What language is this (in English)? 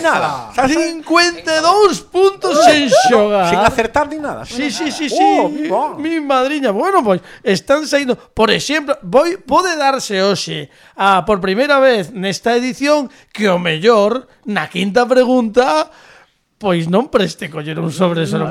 Galician